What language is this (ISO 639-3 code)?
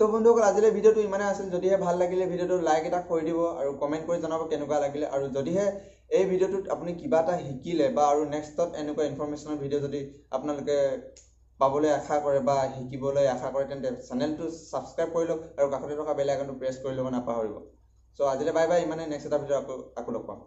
asm